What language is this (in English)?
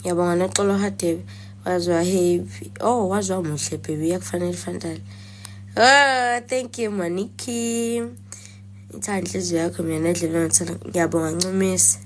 Zulu